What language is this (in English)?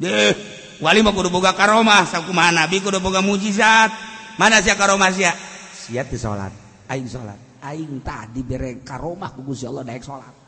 Sundanese